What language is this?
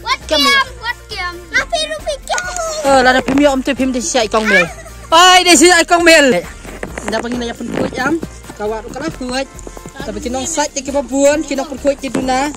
Khasi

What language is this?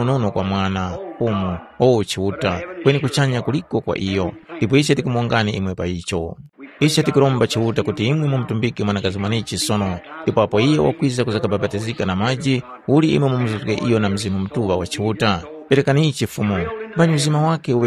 Tumbuka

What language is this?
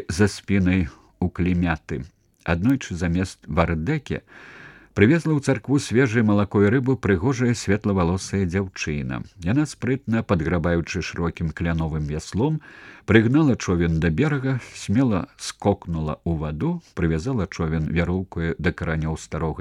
Belarusian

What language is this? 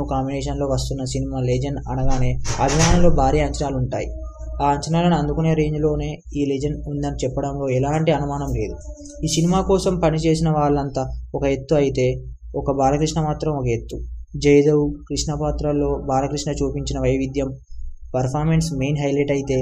Telugu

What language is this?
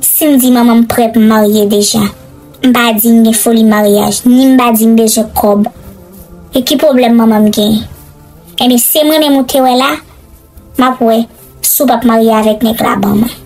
Haitian Creole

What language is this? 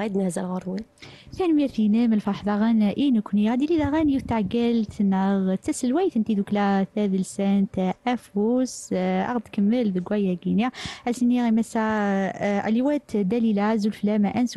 Kabyle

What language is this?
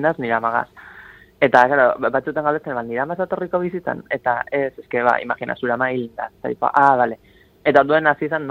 Basque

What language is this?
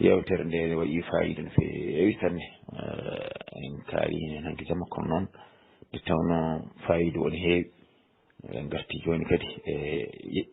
Fula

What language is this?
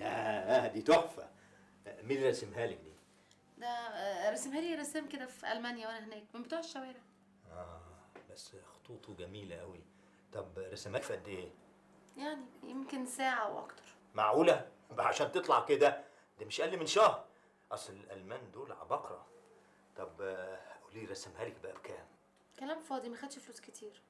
Egyptian Arabic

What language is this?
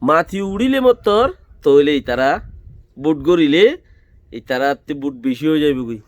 Rohingya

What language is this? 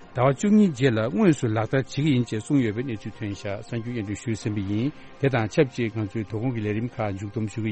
Tibetan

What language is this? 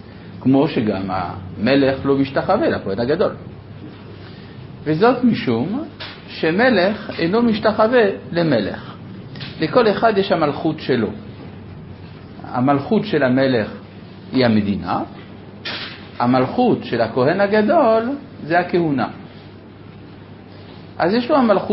Hebrew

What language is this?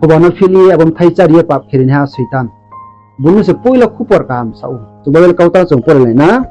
Riang (India)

